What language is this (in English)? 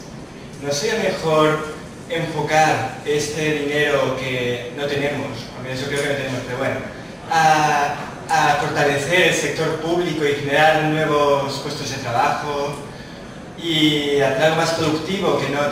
Spanish